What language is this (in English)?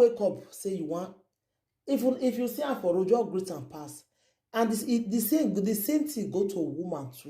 Nigerian Pidgin